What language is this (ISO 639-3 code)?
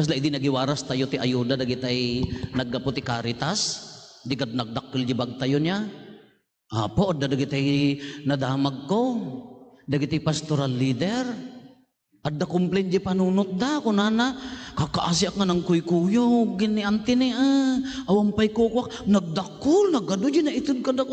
ilo